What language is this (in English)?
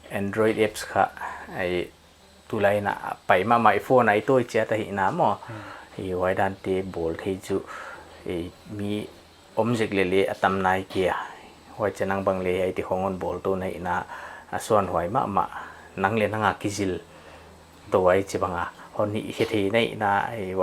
Paite Chin